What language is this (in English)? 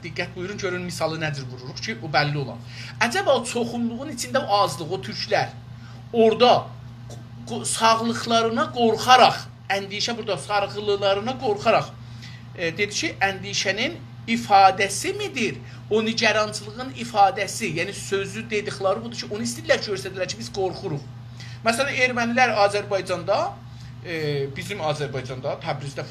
South Azerbaijani